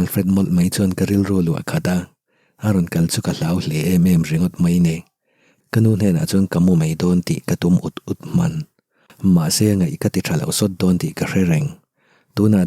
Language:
Mizo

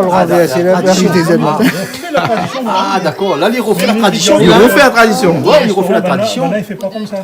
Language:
Réunion Creole French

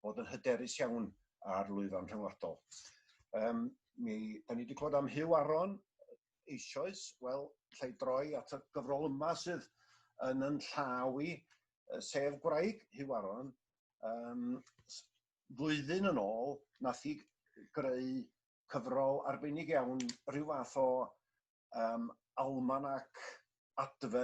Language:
Welsh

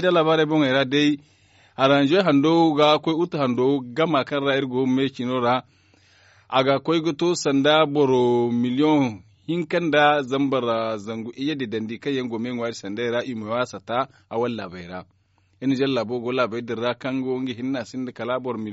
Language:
Zarma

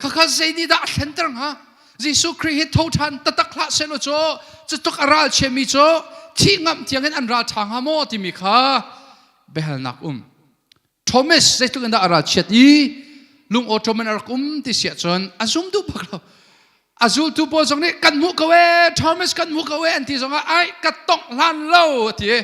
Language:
Hakha Chin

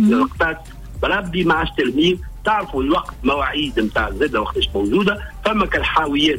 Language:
Tunisian Arabic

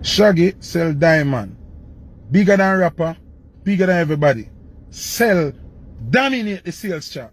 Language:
Jamaican Creole English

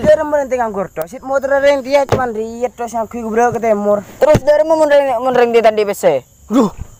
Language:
Madurese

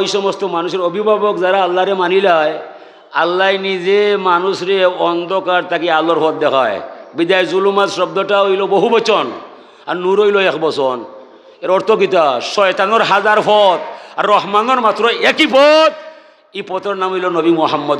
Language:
Sylheti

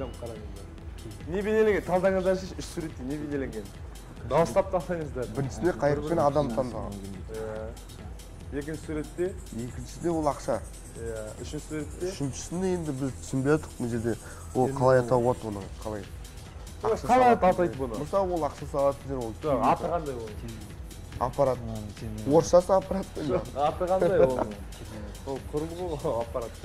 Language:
Kazakh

